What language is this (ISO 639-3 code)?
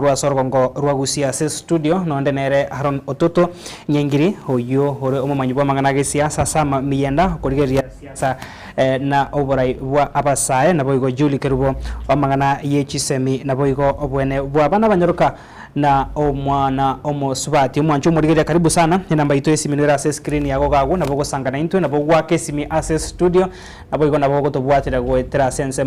guz